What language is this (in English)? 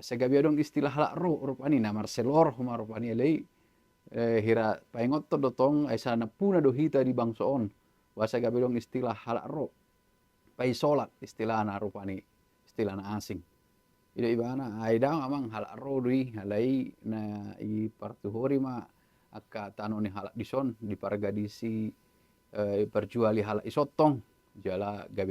Batak Toba